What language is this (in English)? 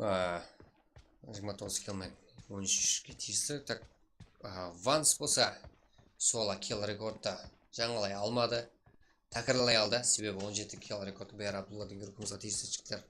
Kara-Kalpak